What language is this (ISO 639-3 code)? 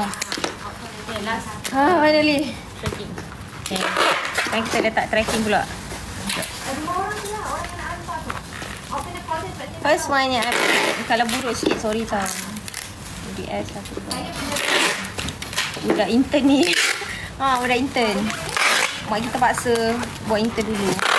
msa